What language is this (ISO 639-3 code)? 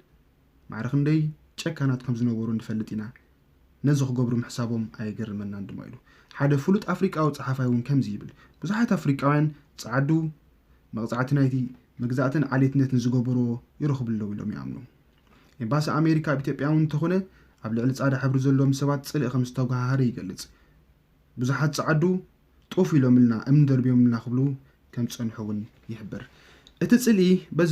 tir